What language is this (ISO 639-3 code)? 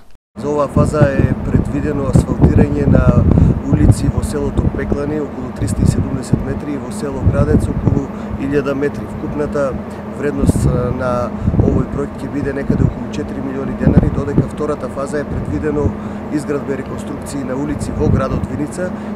mkd